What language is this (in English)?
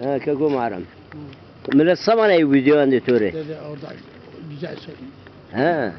Zaza